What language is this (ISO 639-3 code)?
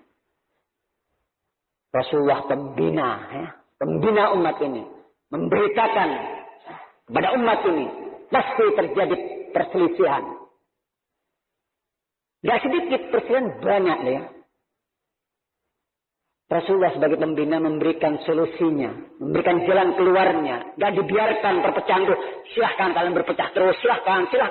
ind